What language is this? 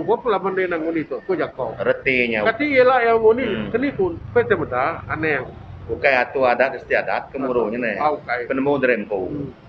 Iban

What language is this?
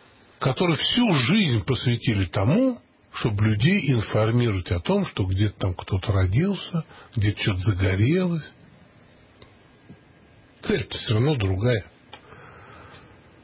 Russian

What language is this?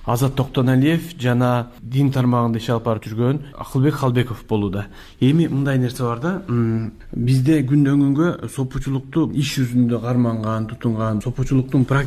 Kyrgyz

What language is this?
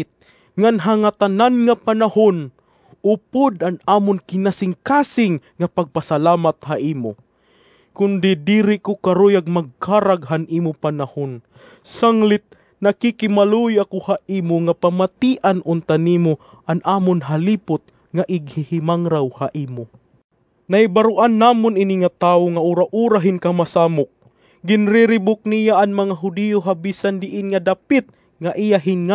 Waray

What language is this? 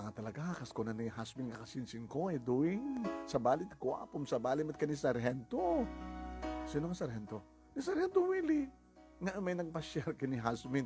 Iloko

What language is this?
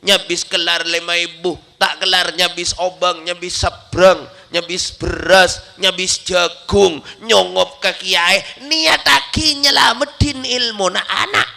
Madurese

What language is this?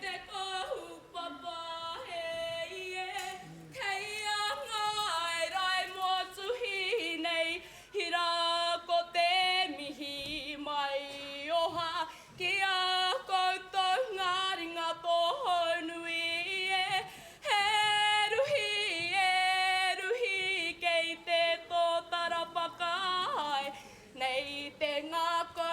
Māori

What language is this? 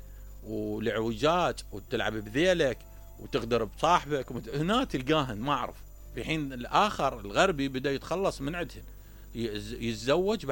Mesopotamian Arabic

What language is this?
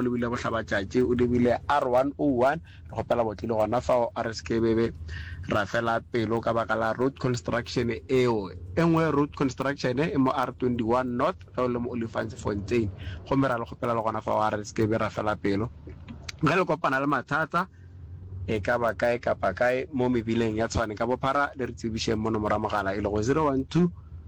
Northern Sotho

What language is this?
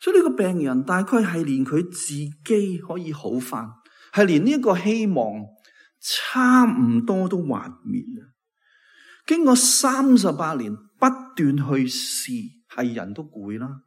Cantonese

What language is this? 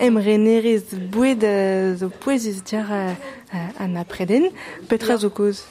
Breton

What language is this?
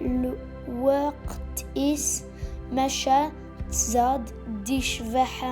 Kabyle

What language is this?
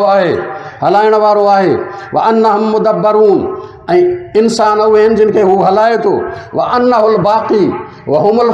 Sindhi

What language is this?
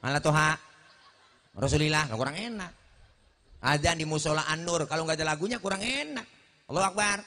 Betawi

